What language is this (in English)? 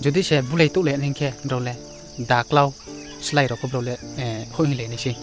Riang (India)